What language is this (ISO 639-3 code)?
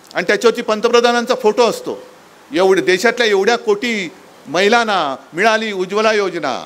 mar